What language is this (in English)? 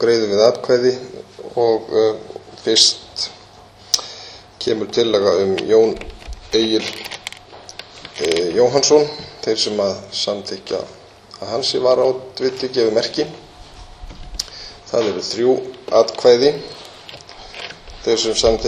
Icelandic